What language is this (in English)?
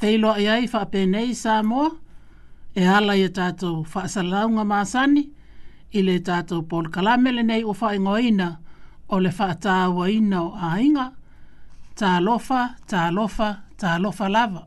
Samoan